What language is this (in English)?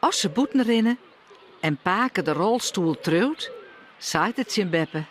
Western Frisian